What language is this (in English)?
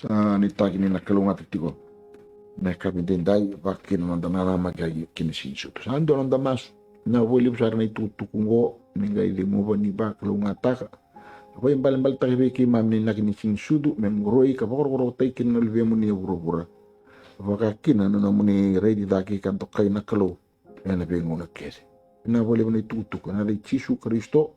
Fijian